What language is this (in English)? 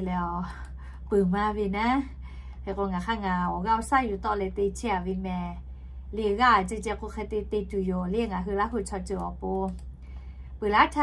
Lahu